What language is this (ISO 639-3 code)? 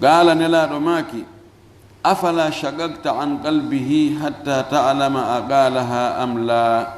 ful